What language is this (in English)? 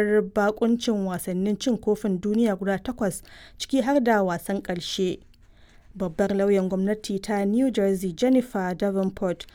Hausa